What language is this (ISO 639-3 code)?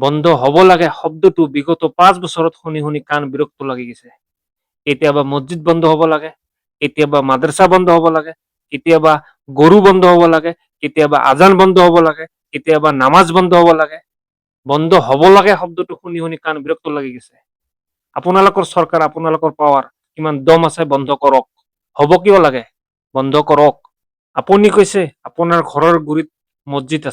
asm